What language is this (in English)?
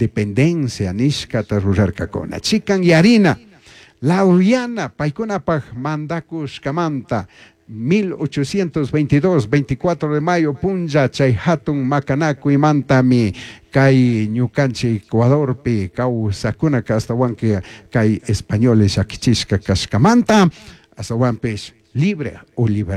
Chimborazo Highland Quichua